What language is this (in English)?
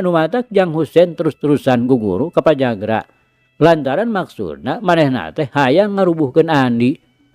Sundanese